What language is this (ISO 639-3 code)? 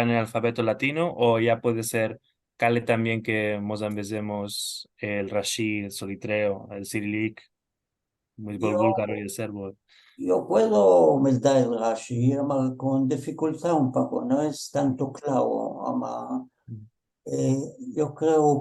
lad